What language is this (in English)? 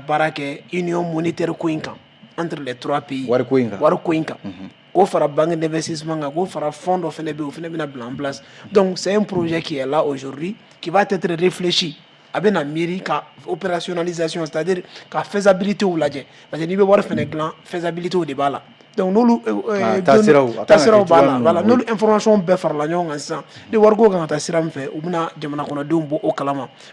Bambara